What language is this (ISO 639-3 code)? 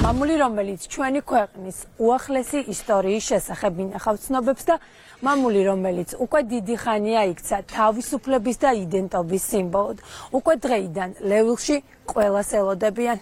kat